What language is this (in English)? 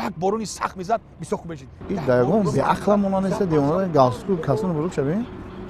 Tajik